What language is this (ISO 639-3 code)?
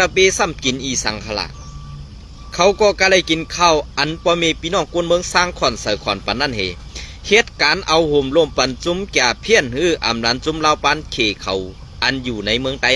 shn